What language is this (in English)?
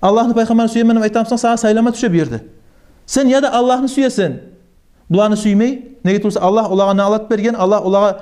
Kumyk